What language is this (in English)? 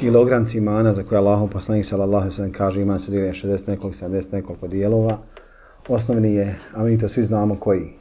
Bosnian